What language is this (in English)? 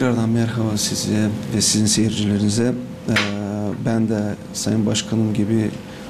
Gagauz